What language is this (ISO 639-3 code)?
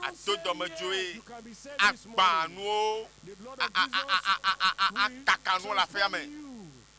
ewe